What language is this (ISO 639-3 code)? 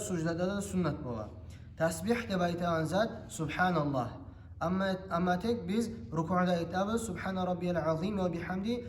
kum